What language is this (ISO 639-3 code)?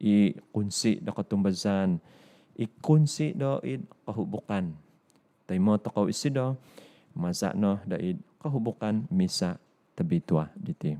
dtp